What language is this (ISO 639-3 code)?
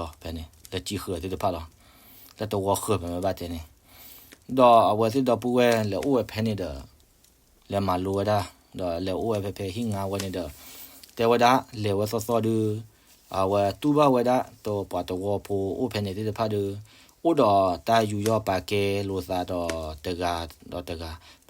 ksw